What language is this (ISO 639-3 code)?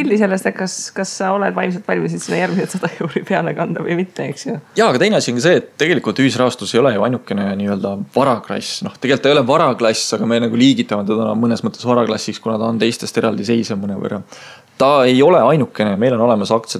est